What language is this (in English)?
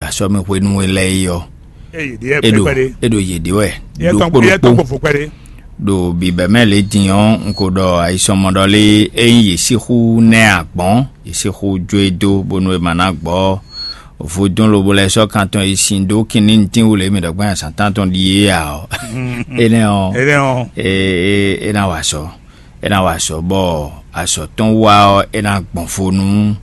Fon